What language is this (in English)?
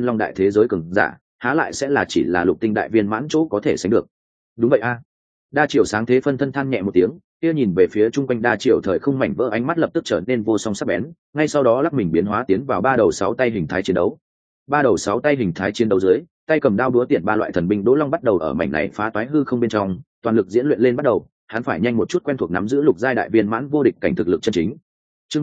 Vietnamese